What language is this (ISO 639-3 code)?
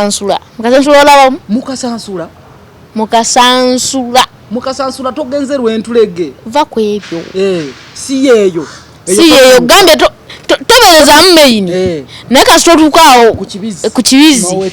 lug